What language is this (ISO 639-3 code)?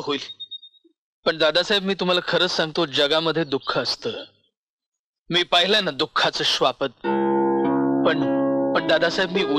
mar